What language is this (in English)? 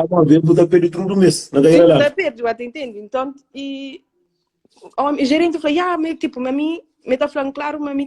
Kabuverdianu